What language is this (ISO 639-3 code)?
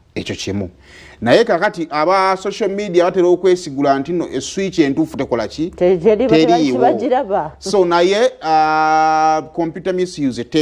lug